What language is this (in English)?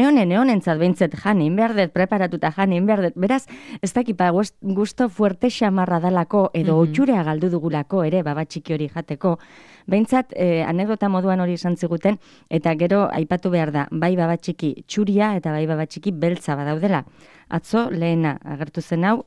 Basque